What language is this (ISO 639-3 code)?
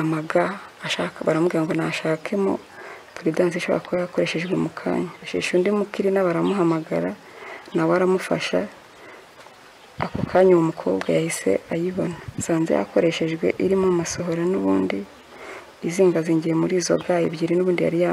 kin